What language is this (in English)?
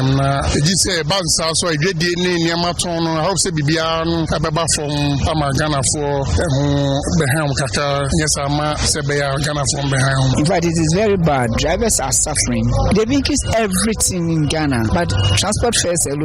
Akan